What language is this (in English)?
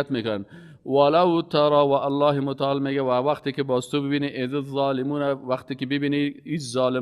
Persian